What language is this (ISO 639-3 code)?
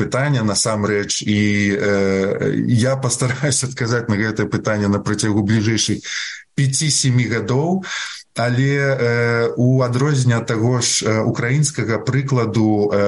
bel